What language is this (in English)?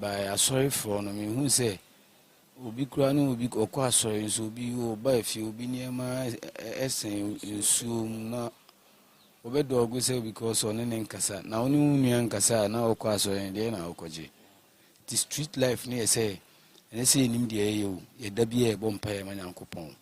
Akan